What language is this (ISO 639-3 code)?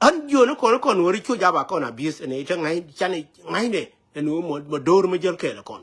nus